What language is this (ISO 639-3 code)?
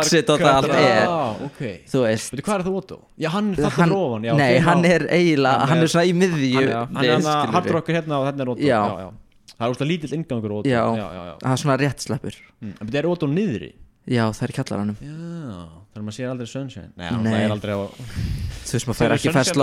isl